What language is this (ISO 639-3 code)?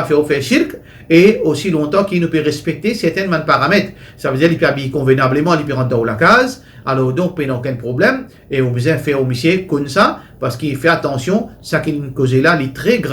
mfe